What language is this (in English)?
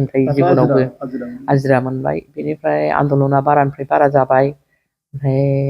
Bodo